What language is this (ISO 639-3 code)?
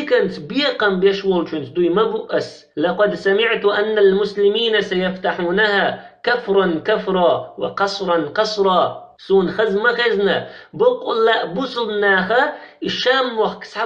che